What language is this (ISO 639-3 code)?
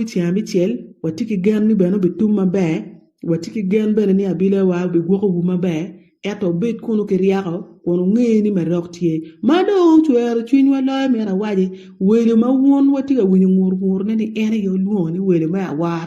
ach